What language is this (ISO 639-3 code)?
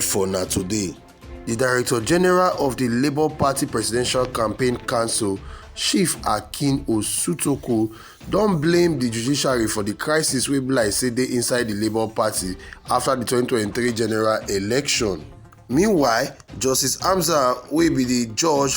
pcm